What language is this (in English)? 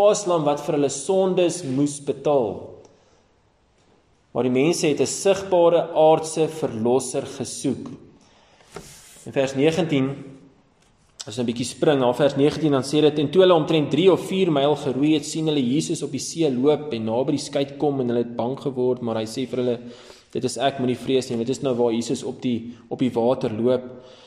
Afrikaans